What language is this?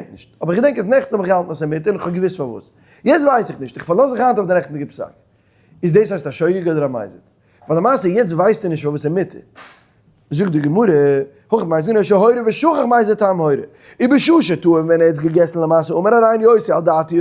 Yiddish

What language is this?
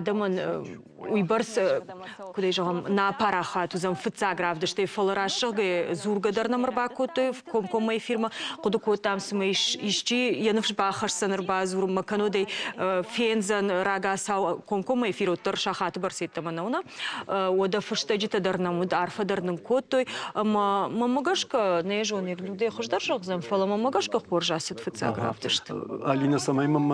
Ossetic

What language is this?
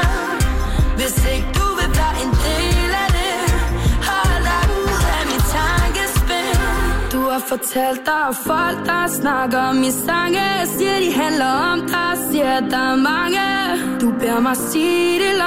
Danish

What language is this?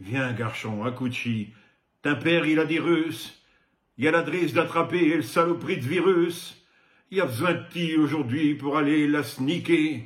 Picard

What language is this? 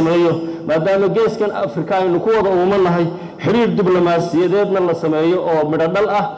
Somali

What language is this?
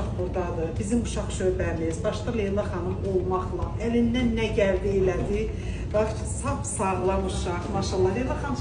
Azerbaijani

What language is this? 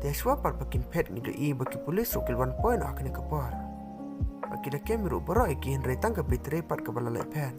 Khasi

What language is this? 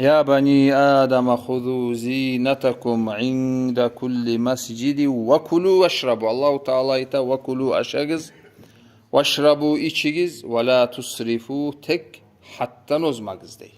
Kumyk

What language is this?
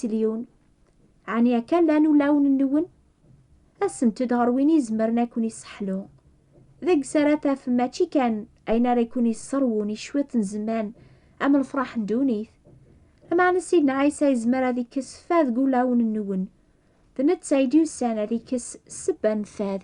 Kabyle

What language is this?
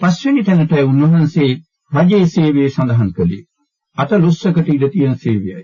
Sinhala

